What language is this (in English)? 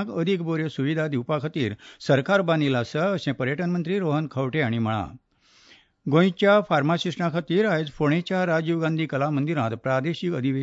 Konkani